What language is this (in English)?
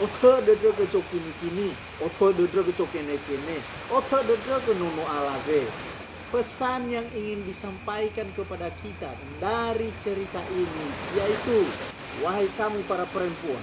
Nias